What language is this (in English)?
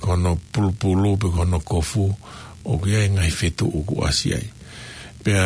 Tongan